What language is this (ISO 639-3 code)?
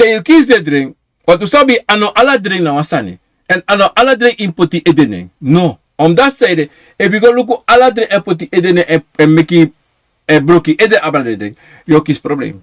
srn